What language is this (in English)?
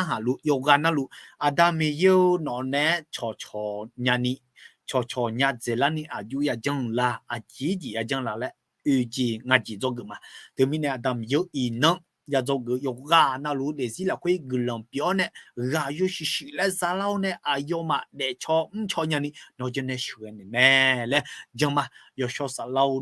Akha